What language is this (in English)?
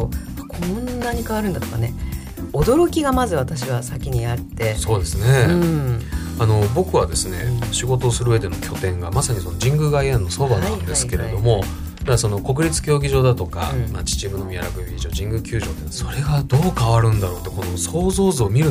Japanese